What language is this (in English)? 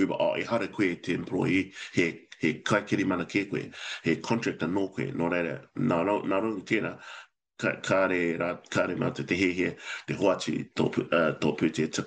Māori